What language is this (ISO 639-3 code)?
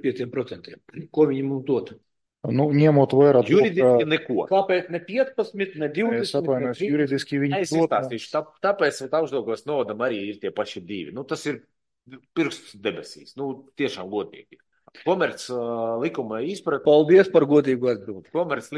lav